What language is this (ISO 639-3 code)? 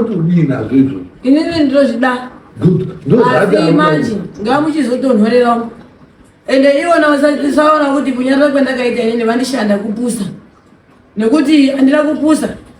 sna